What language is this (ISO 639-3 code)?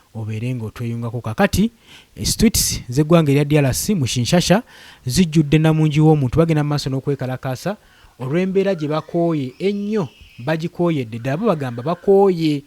lug